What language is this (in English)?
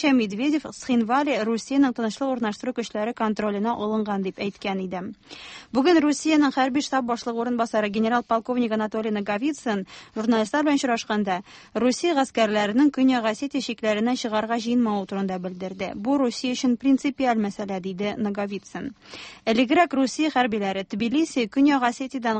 Tatar